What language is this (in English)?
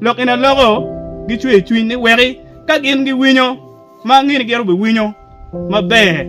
Acoli